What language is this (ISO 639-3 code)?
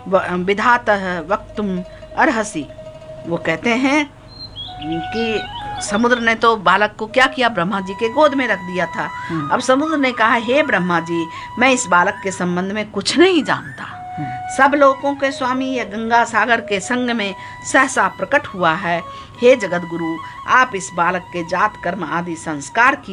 hin